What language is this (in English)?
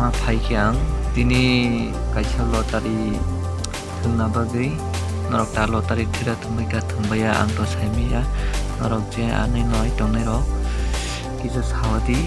Kok Borok